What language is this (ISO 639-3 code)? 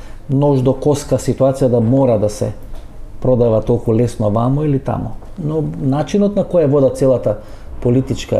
mkd